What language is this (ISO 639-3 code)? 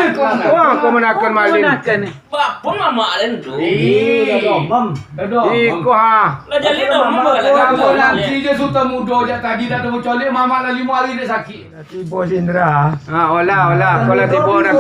min